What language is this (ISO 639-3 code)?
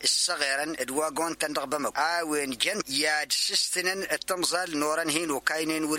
taq